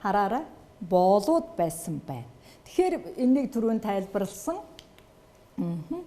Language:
Mongolian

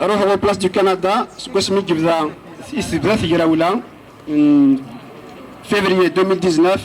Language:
Kabyle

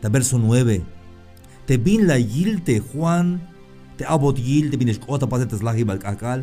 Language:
Tzeltal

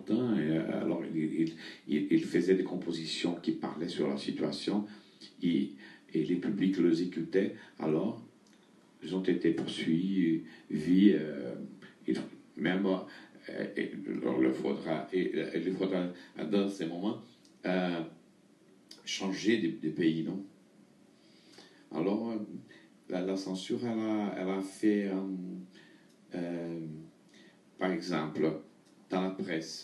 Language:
French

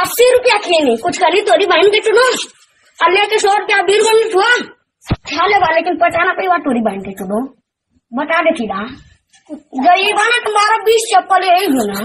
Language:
Magahi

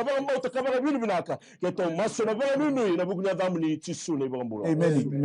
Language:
Fijian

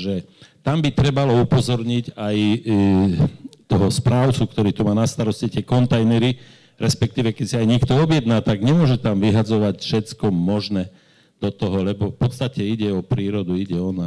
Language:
Slovak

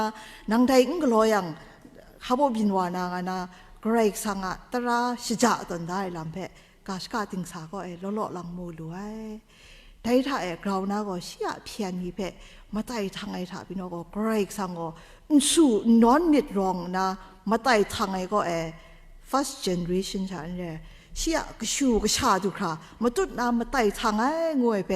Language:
Kachin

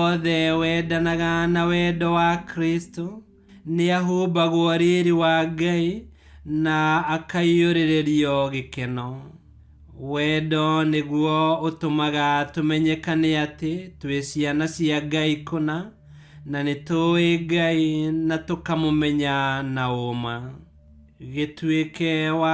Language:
Kikuyu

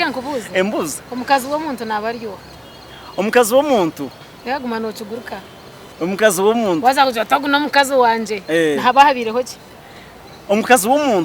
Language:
Nyankole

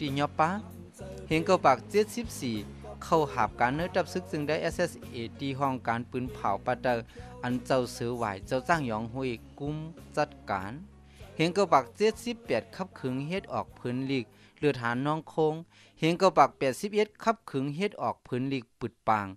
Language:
Shan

